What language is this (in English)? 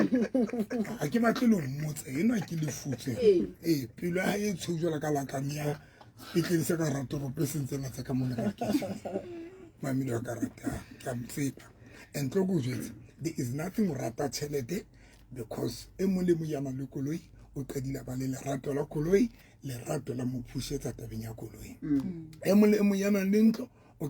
Southern Sotho